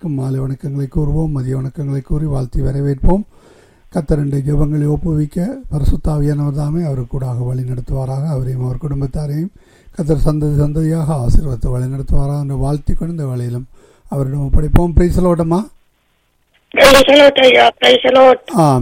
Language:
Tamil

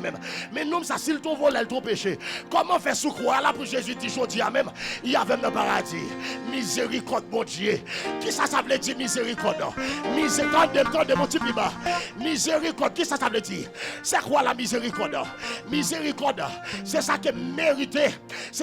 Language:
Haitian Creole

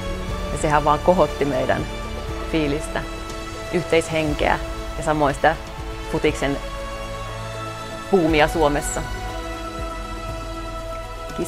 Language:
Finnish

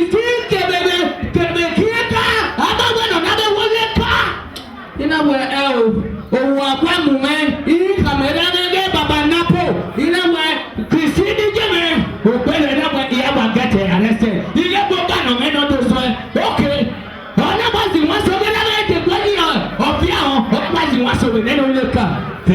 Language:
Bini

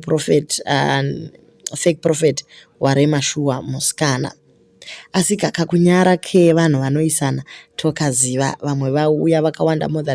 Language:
Shona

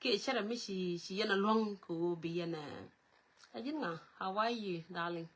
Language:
Nuer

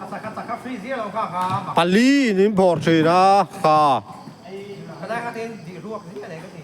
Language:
Mizo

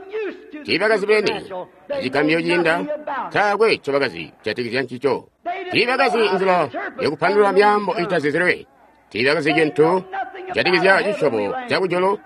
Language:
Tonga (Zambia)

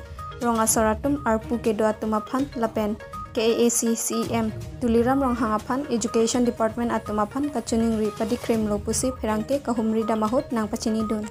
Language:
Karbi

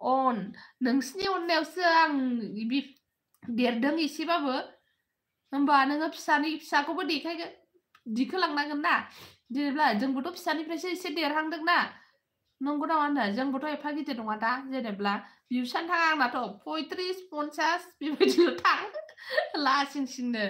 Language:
Bodo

